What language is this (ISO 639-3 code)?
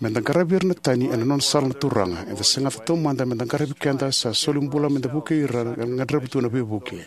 fij